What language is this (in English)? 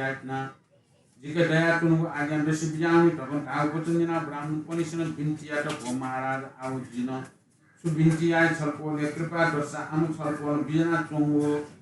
Newari